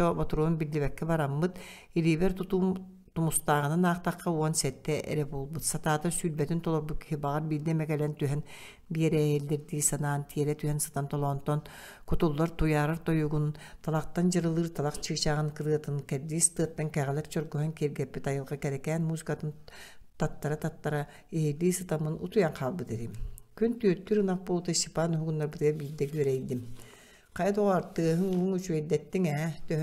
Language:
Yakut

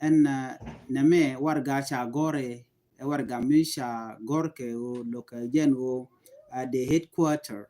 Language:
Nuer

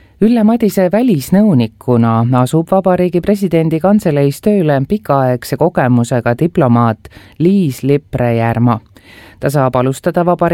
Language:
Estonian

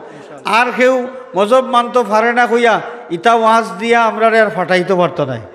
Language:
Sylheti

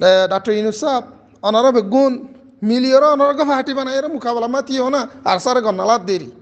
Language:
Rohingya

